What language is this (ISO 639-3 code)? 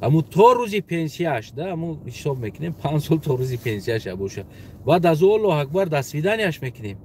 tgk